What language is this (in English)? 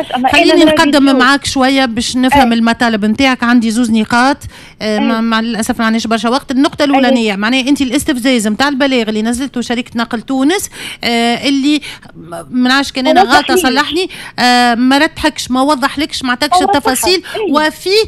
Tunisian Arabic